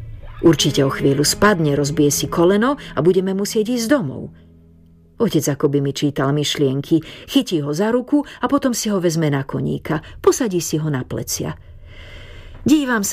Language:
Slovak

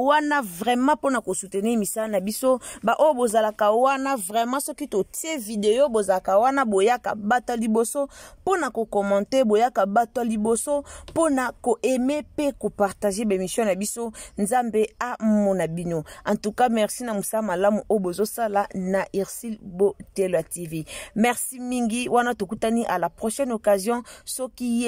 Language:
Lingala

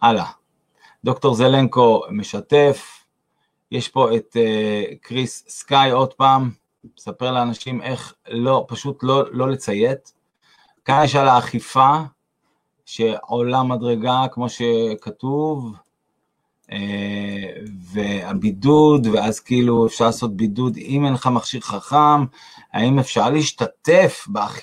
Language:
Hebrew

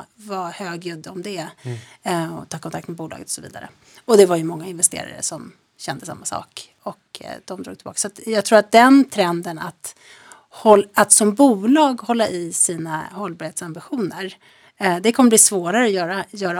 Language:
Swedish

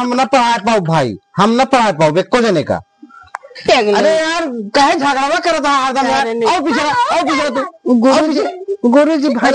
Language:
Awadhi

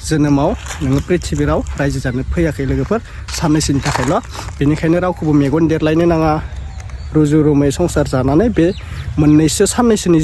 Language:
Bodo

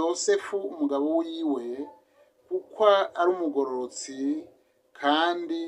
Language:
Rundi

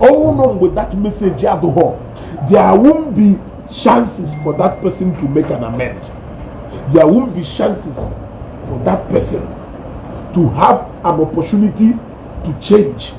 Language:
Igbo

